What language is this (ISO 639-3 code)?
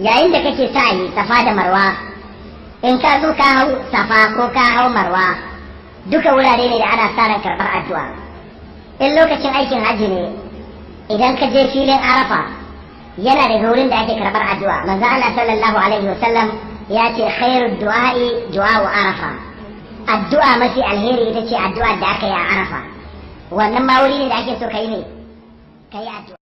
hau